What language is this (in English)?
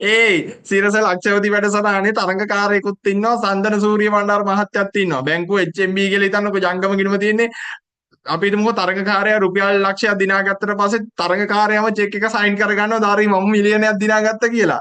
Sinhala